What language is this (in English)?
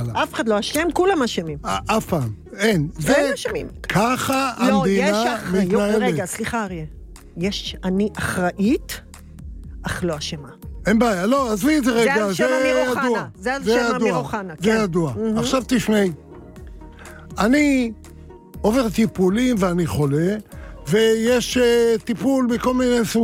Hebrew